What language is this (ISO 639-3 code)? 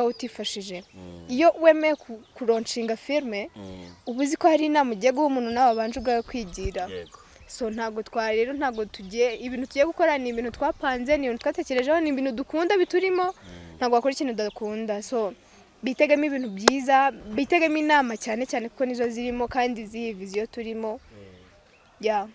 kin